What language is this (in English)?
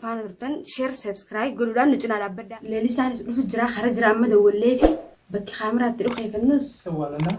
Oromo